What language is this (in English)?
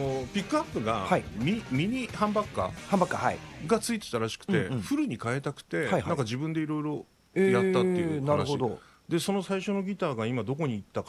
Japanese